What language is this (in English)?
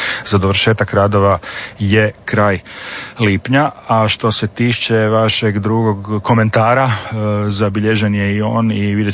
Croatian